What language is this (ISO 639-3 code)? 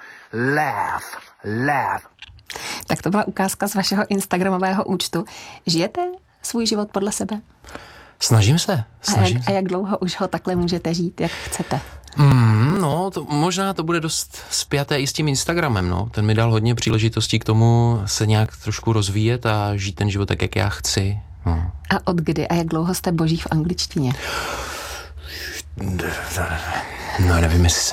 ces